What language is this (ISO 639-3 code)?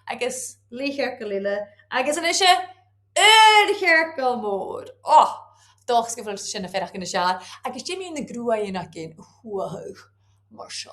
gla